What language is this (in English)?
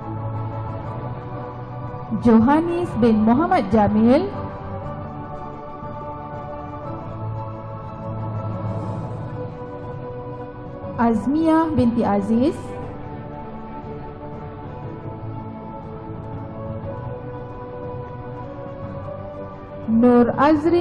Malay